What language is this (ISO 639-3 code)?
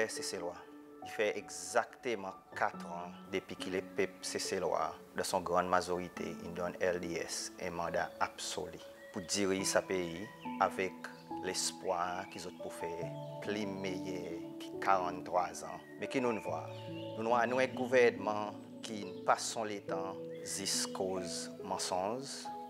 crs